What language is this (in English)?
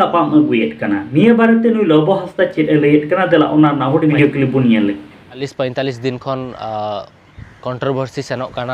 Santali